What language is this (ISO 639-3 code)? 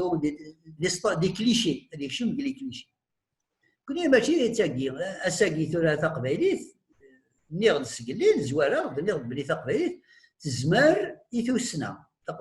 kab